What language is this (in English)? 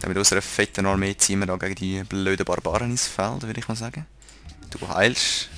Swiss German